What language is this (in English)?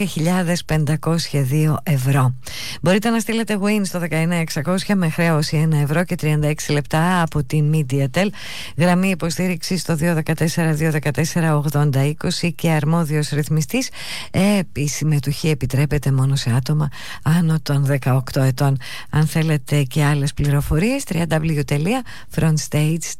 Greek